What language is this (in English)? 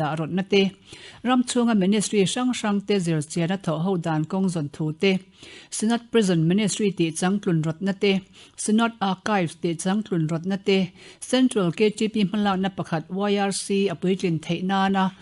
Mizo